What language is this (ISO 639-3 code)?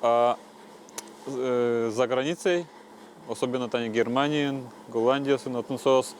udm